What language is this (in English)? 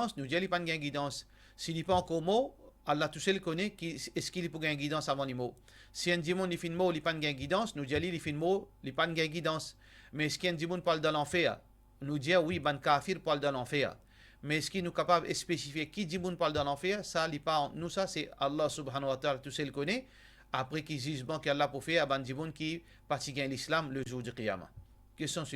Morisyen